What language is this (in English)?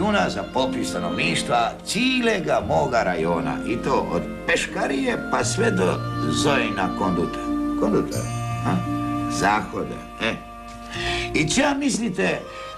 Croatian